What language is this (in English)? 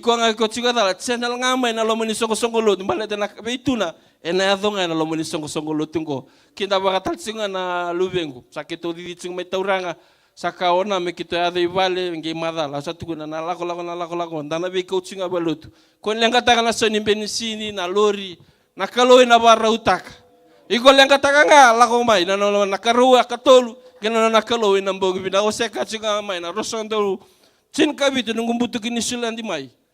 Fijian